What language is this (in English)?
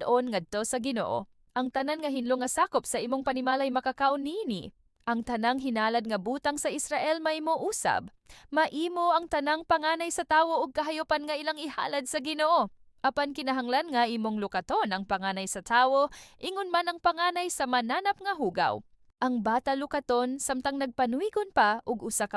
Cebuano